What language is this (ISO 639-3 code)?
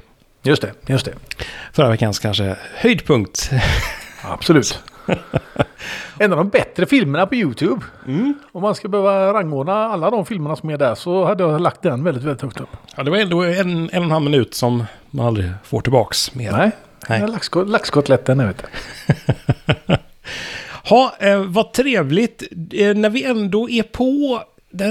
swe